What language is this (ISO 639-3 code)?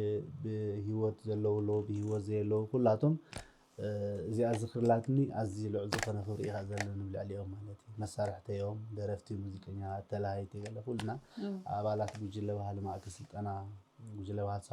tir